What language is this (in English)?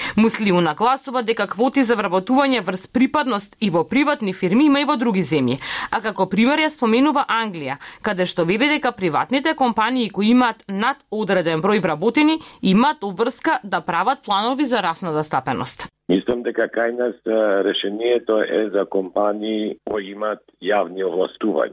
Macedonian